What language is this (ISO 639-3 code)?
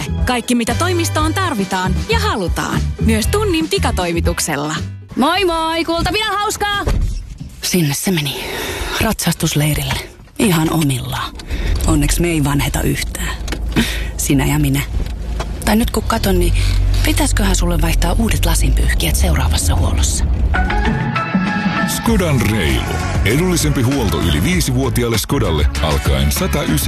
fin